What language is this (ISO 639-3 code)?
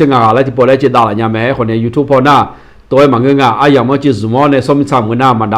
ahk